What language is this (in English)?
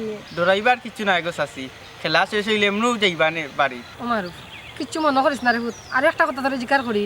Sylheti